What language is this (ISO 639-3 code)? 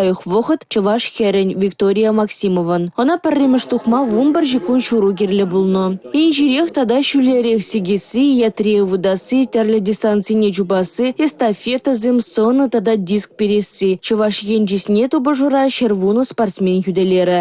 chv